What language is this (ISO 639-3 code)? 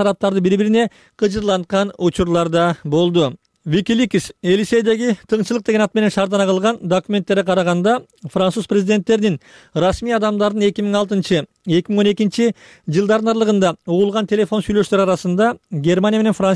kir